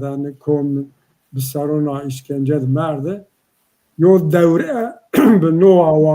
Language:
Zaza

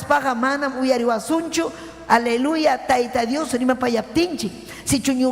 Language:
Ayacucho Quechua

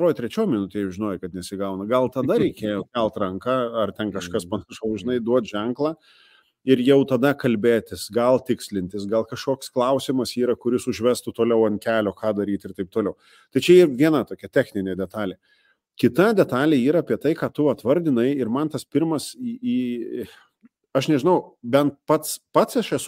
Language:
Lithuanian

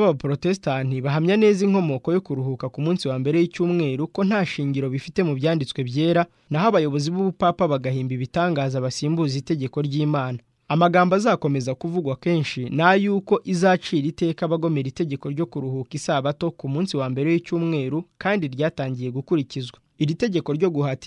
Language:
Kinyarwanda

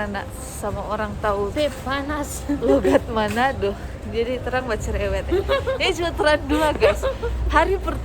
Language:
Manado Malay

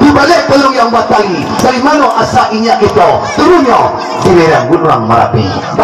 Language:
Minangkabau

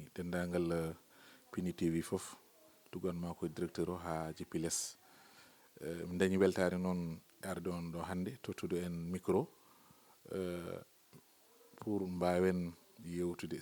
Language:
Fula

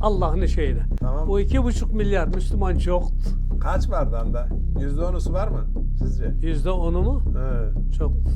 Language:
Karachay-Balkar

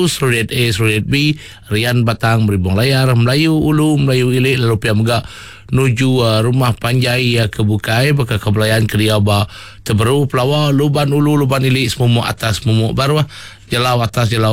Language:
Iban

